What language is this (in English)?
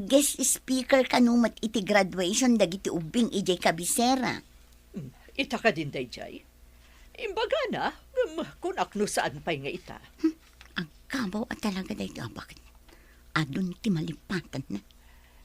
Iloko